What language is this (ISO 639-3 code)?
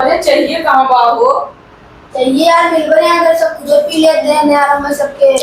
awa